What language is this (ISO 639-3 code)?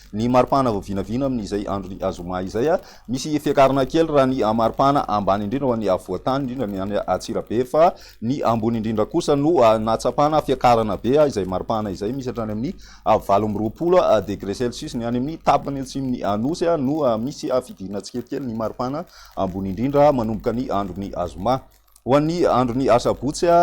mlg